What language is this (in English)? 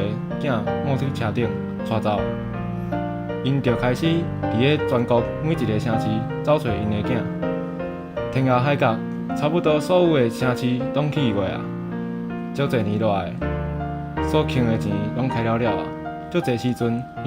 Min Nan Chinese